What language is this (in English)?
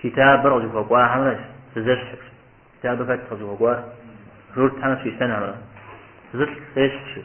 Kabardian